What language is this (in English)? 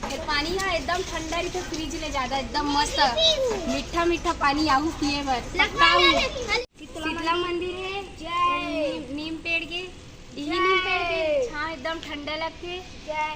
Chhattisgarhi